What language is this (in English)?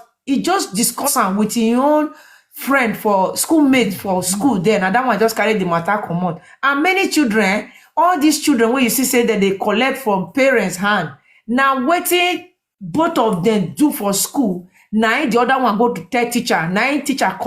Nigerian Pidgin